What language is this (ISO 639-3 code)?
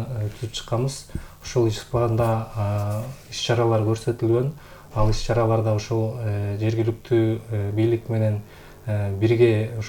kir